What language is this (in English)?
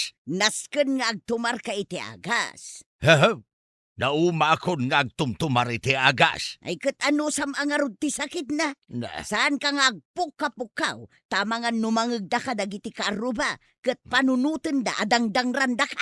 Iloko